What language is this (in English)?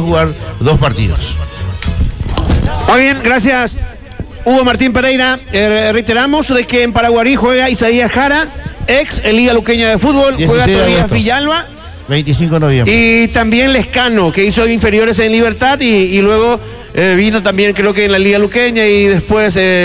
Spanish